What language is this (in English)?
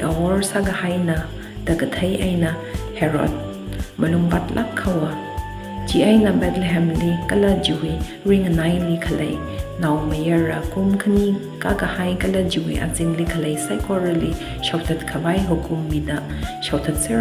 Tangkhul Naga (India)